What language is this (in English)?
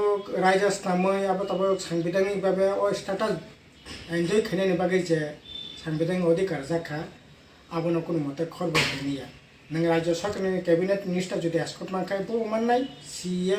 Kok Borok